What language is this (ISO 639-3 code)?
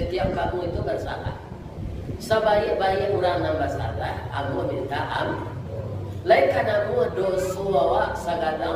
min